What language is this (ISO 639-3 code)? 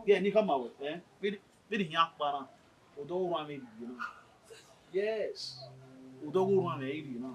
bin